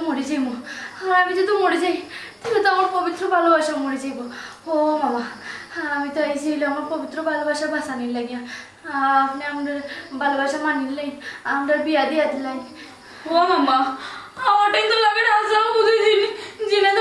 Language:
Sylheti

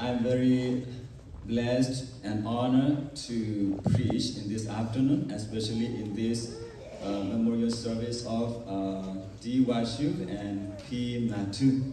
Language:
S'gaw Karen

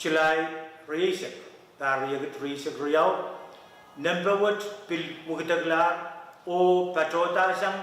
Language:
Pohnpeian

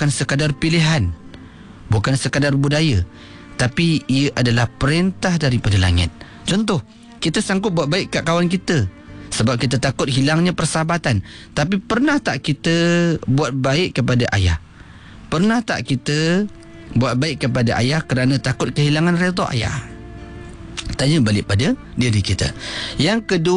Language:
Malay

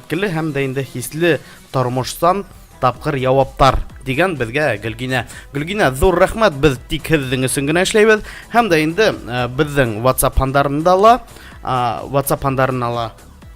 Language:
Bashkir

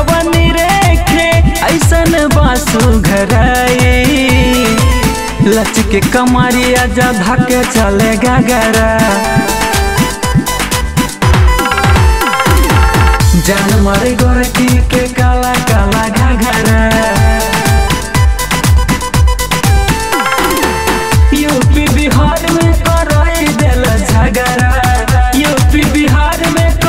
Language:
Bhojpuri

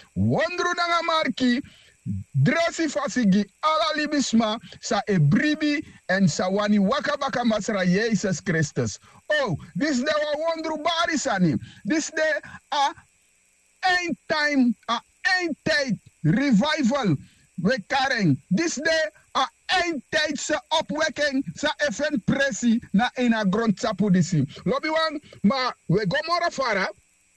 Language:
Sranan Tongo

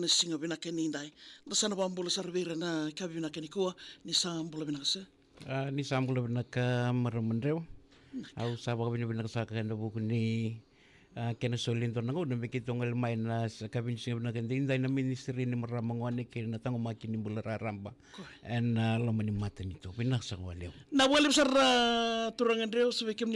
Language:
Fijian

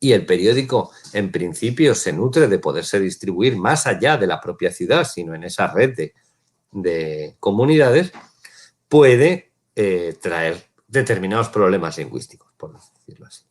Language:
Ladino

